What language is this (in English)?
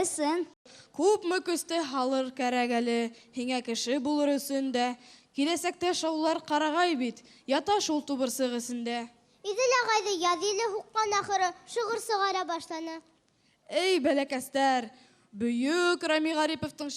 Bashkir